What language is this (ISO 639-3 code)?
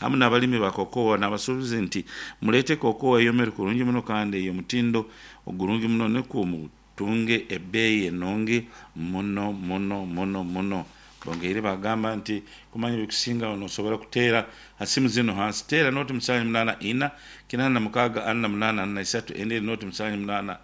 nyo